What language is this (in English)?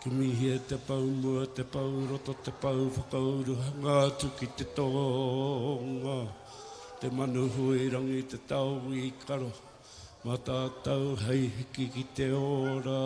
Māori